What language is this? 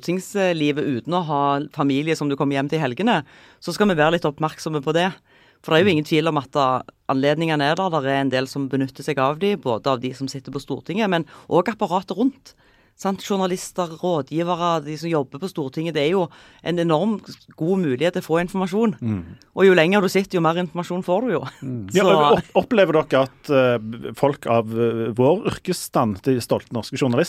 Norwegian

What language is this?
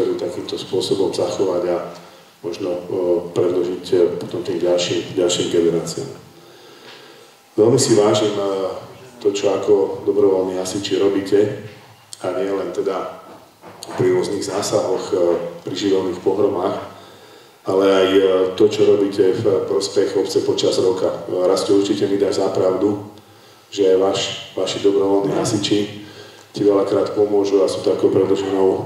Slovak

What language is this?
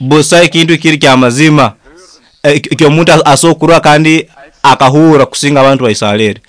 Nyoro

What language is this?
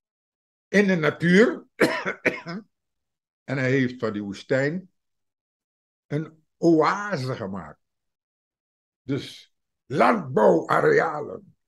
Dutch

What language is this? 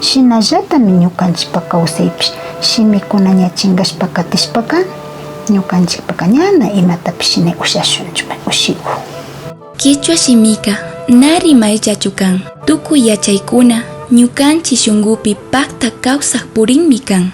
Imbabura Highland Quichua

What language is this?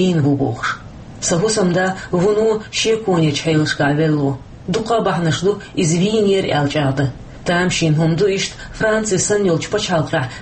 Chechen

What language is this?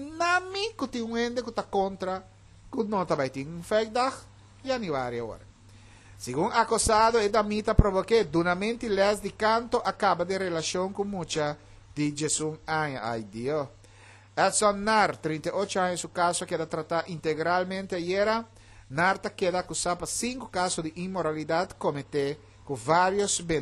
Papiamento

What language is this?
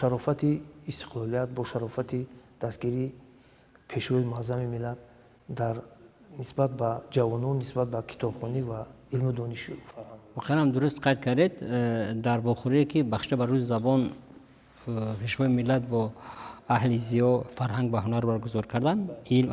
Tajik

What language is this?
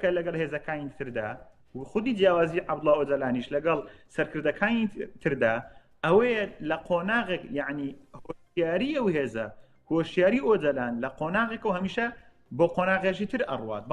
Central Kurdish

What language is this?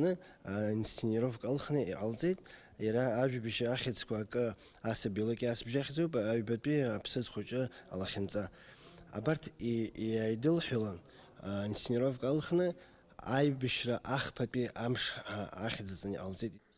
Abkhazian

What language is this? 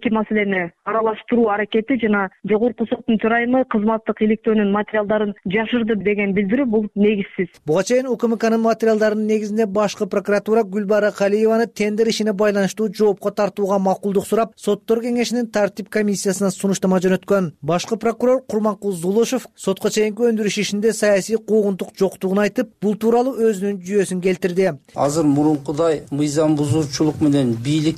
Kyrgyz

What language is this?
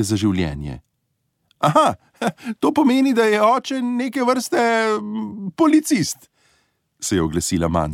Slovenian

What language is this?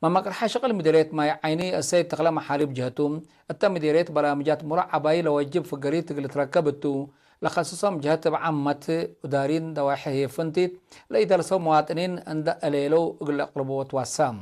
Tigre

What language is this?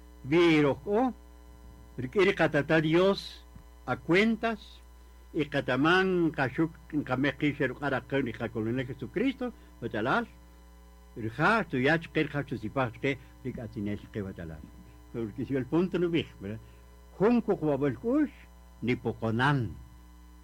Kaqchikel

